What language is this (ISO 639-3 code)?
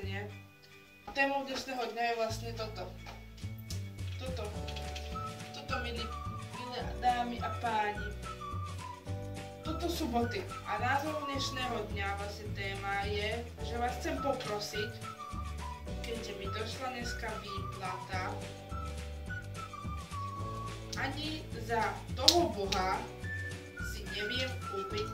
slk